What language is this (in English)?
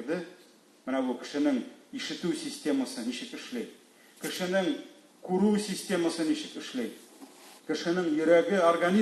Tatar